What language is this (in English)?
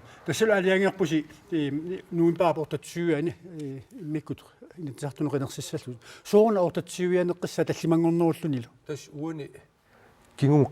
Kalaallisut